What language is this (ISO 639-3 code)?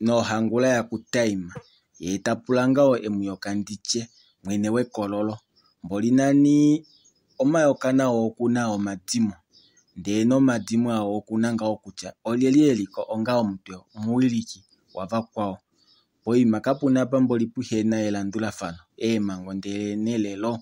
kua